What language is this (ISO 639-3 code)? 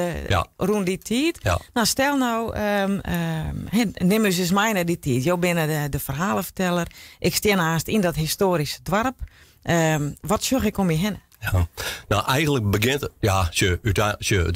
fry